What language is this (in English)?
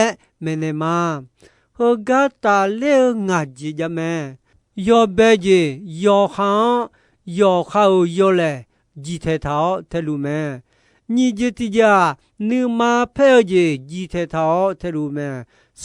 Akha